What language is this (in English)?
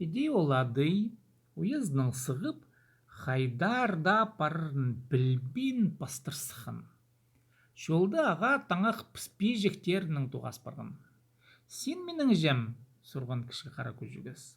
Khakas